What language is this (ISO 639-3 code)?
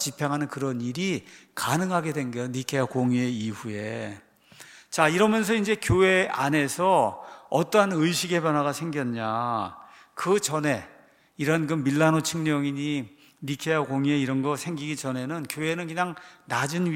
kor